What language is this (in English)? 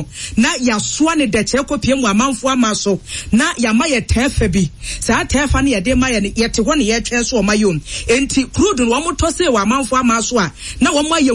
Akan